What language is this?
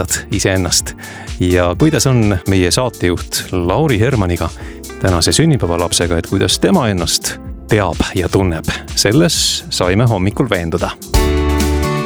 Estonian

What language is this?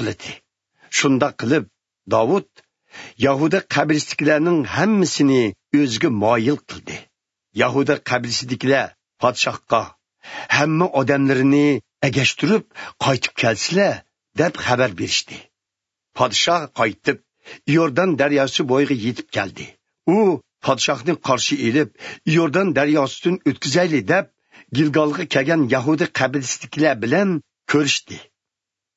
Uyghur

